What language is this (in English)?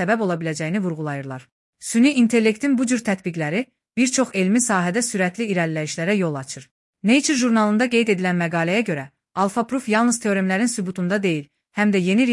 Azerbaijani